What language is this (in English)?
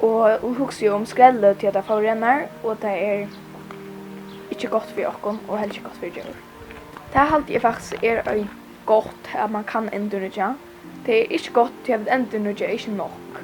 Faroese